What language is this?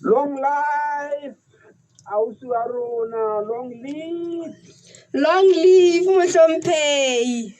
Southern Sotho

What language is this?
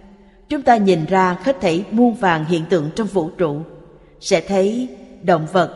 Vietnamese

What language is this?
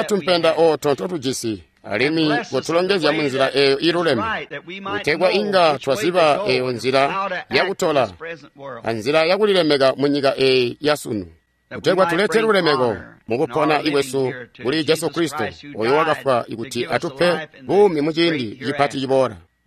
Tonga (Zambia)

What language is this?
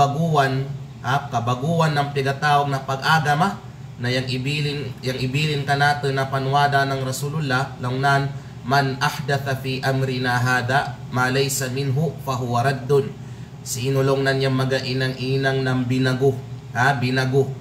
Kalagan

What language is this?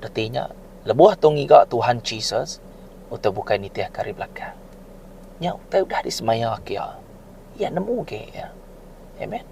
Iban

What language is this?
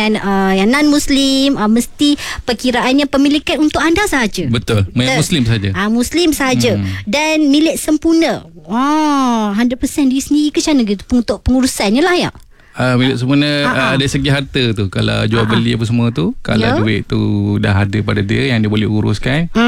Malay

